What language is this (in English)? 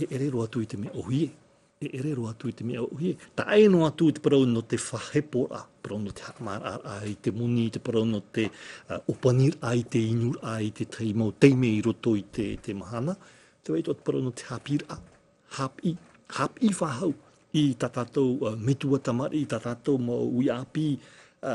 Tahitian